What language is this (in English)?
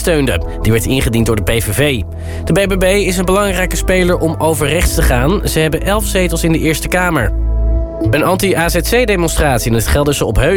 Dutch